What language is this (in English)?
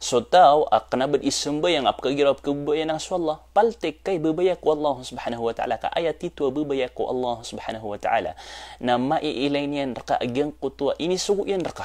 Maranao